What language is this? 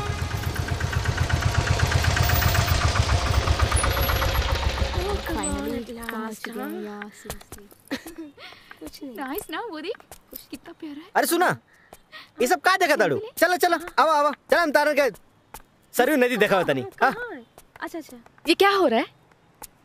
Bhojpuri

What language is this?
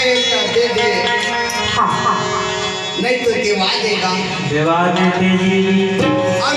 Chhattisgarhi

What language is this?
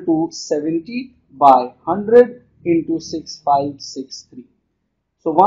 English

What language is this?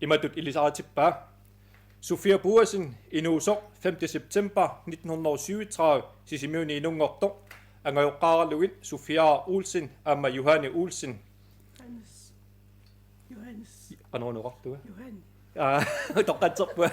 Kalaallisut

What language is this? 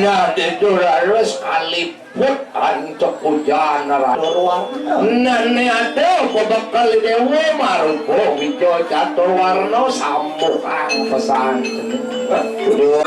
Balinese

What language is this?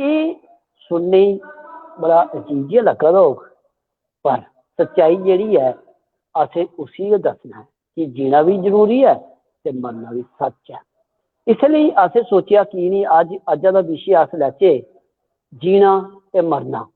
Dogri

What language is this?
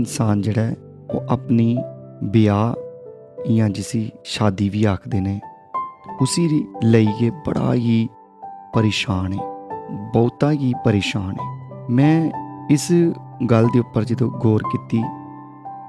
Dogri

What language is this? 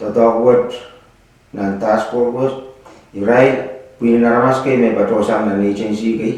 Pohnpeian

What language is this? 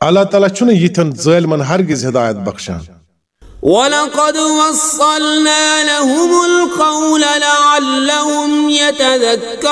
Kashmiri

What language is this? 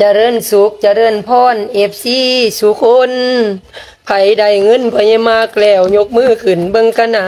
Lao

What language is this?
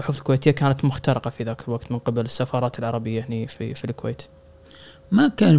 Gulf Arabic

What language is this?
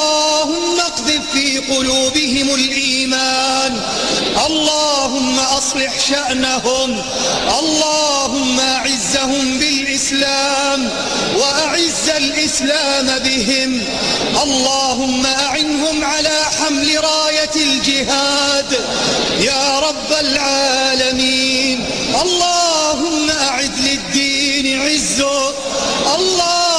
Arabic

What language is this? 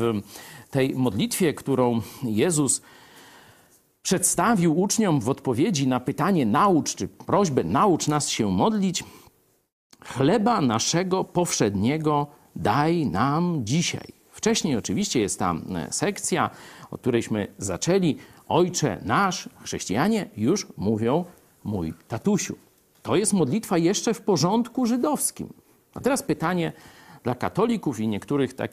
Polish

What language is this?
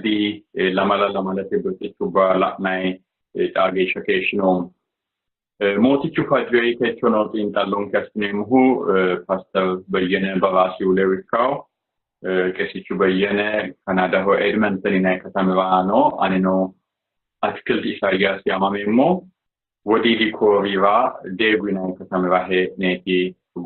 Sidamo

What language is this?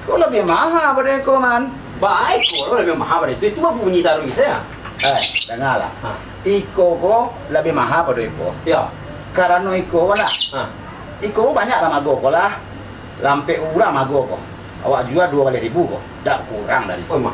Minangkabau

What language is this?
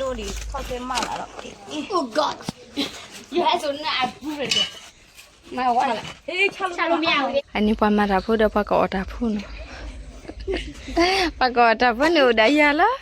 S'gaw Karen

